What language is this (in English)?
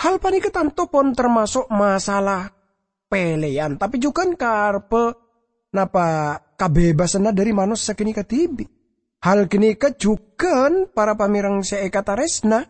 Madurese